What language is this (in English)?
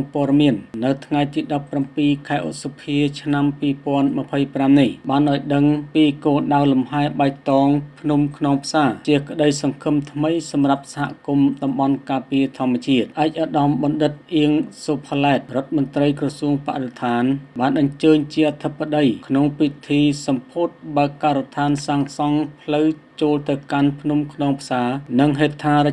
Khmer